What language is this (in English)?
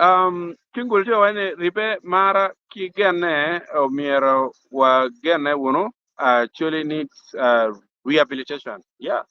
Acoli